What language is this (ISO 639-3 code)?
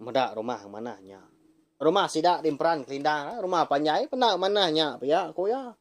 iba